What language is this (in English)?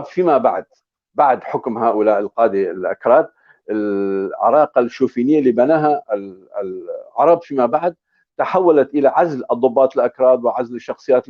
North Levantine Arabic